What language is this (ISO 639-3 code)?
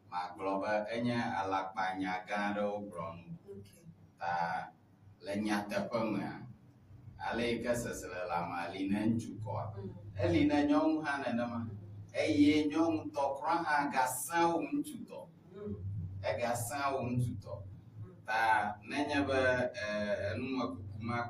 ewe